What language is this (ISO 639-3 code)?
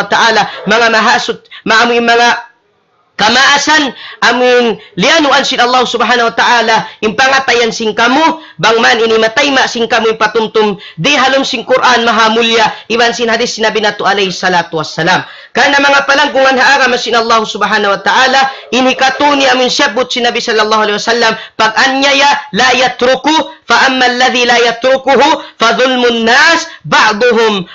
tsg